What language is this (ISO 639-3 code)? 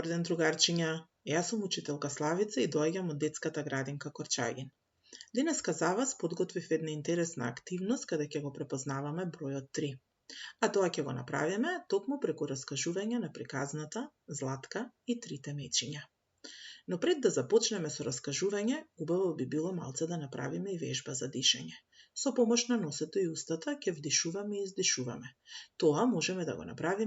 mkd